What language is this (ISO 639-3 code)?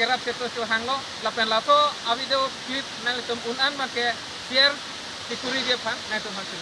mjw